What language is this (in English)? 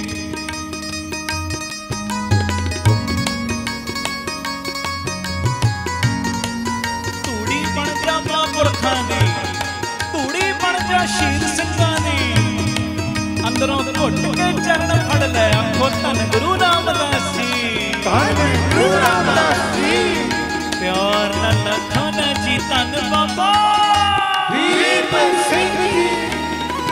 Punjabi